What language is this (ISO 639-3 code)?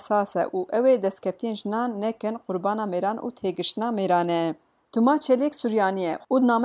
kur